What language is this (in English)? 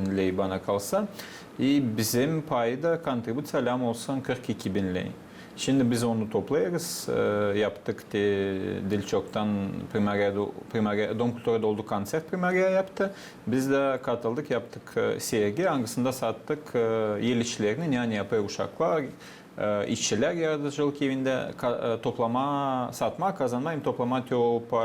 Gagauz